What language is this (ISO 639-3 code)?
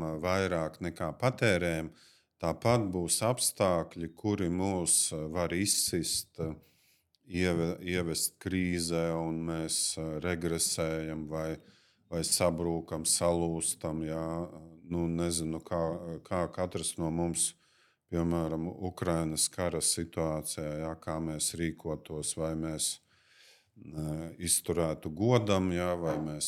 lav